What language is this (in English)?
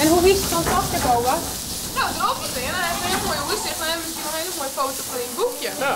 Western Frisian